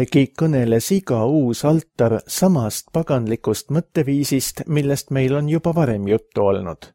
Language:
Estonian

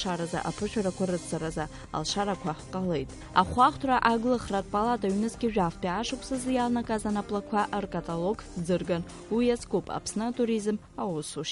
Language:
Abkhazian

